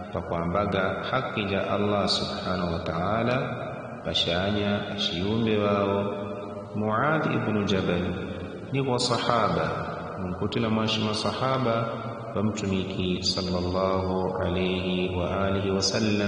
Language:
Yao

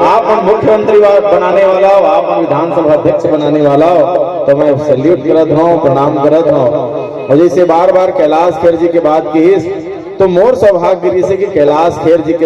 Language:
Chhattisgarhi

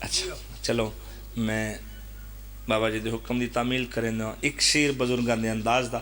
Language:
Pahari-Potwari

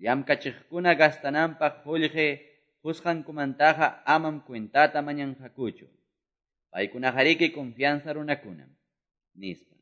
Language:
Quechua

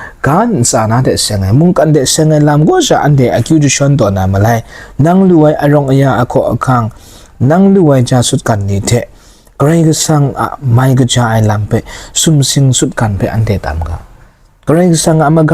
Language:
Kachin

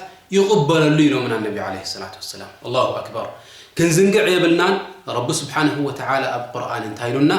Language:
Tigrinya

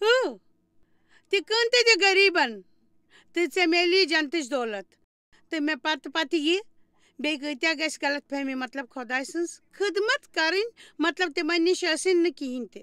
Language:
Kashmiri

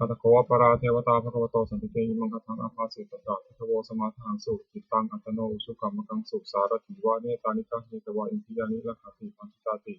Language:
Pali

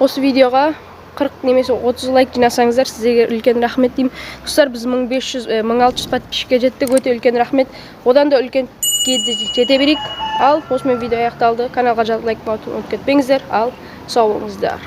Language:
Kazakh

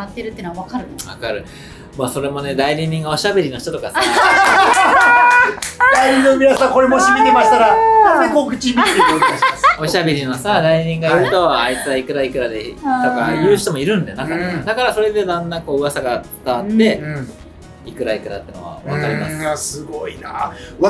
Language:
Japanese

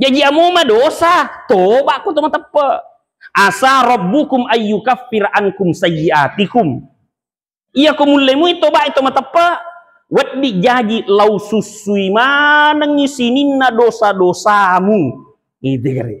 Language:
Buginese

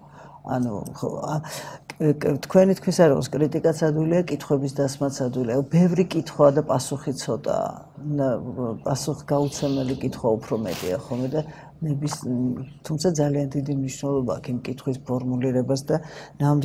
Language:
Georgian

